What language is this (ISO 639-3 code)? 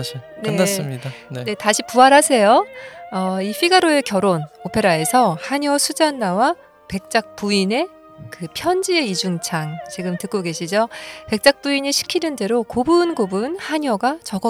kor